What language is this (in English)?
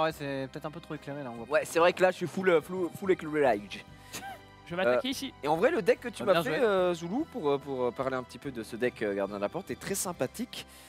French